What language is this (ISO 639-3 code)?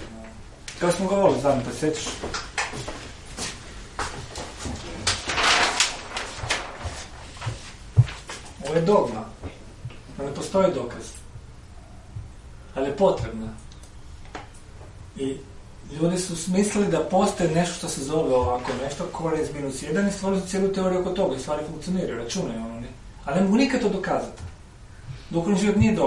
hrv